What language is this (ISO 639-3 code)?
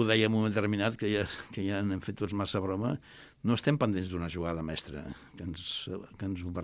cat